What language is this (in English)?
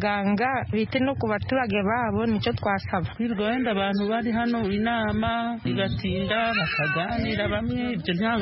Kinyarwanda